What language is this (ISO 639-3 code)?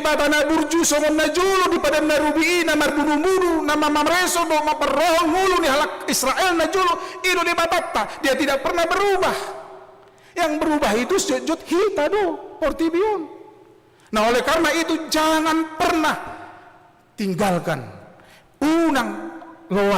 bbc